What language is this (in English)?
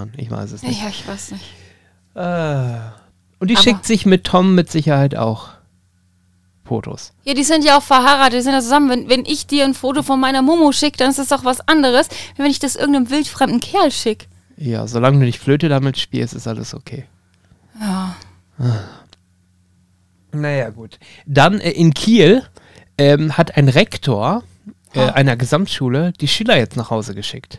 German